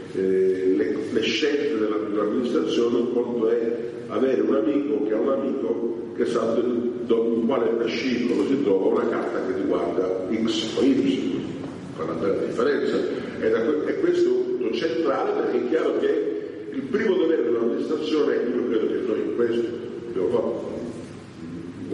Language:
Italian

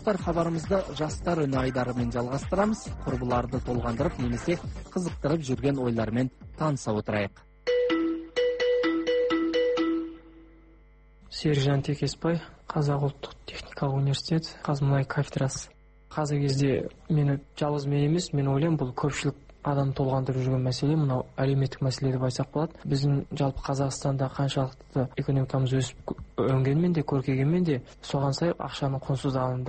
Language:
Kazakh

